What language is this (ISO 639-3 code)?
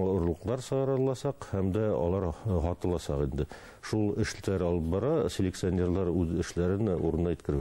bak